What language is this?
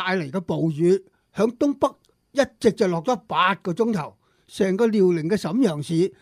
Cantonese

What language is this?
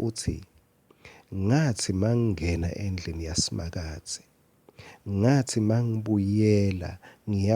Swati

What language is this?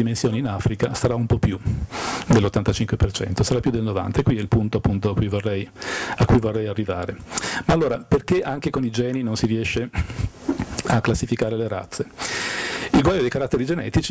Italian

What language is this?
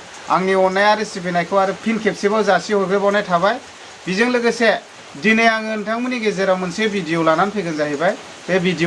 Bodo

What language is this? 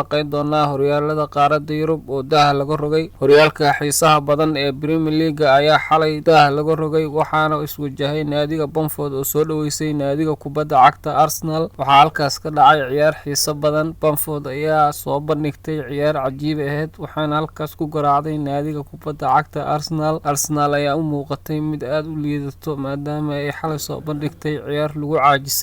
Somali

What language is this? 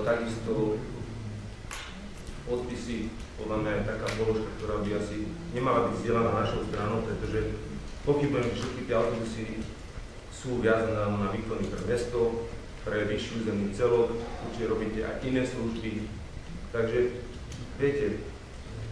Slovak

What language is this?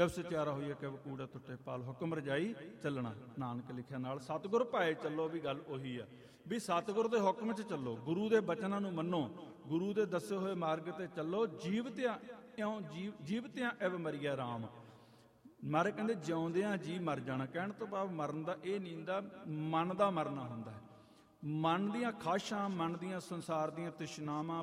Punjabi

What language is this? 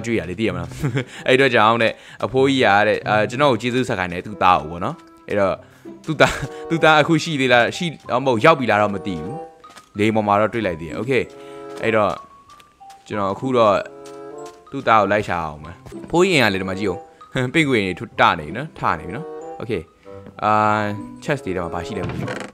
Burmese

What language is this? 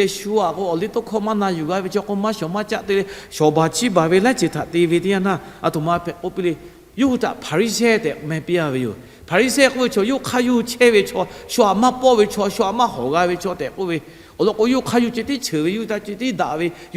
Lahu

